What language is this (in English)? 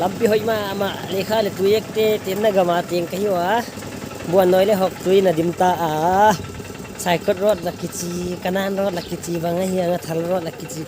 Paite Chin